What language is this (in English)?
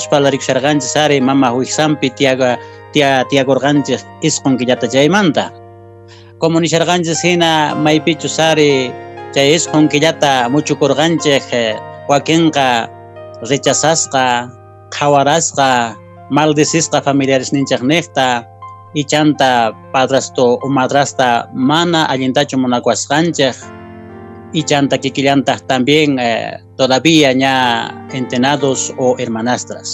Quechua